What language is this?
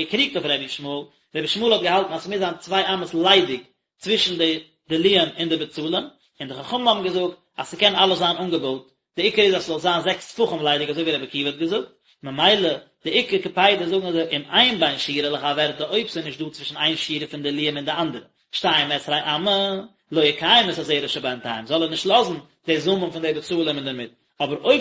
Yiddish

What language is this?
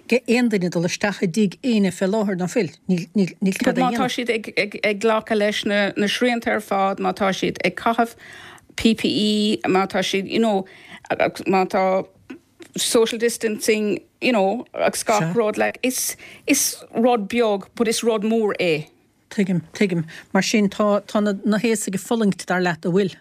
Irish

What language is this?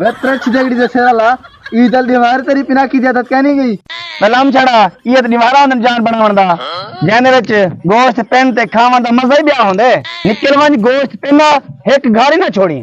Saraiki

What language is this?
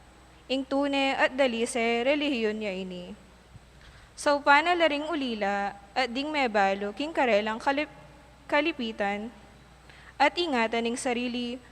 Pampanga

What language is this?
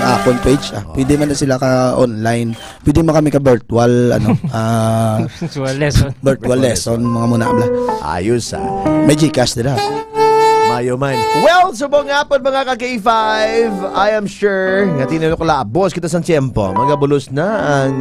Hiligaynon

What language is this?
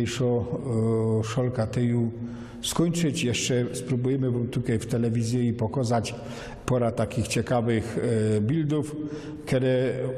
Silesian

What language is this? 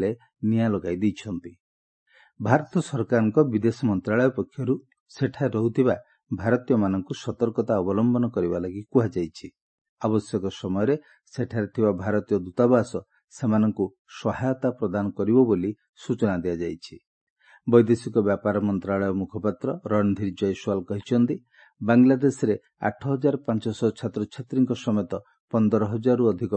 Odia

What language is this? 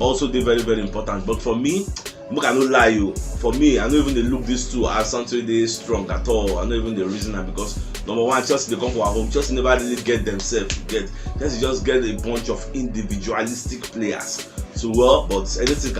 Nigerian Pidgin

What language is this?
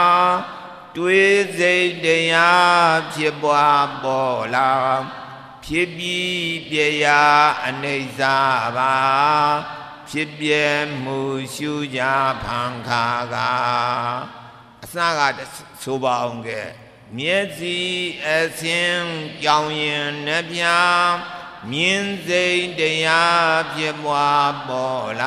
Burmese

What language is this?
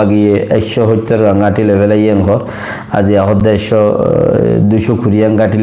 Rohingya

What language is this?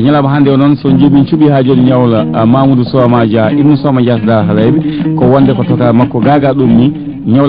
Fula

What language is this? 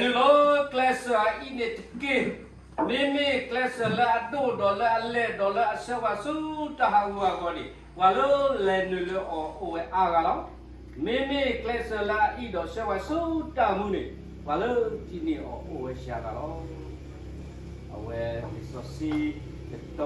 S'gaw Karen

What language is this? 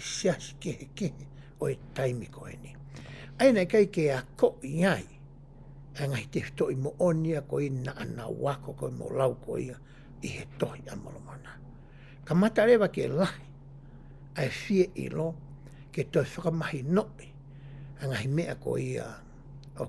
Tongan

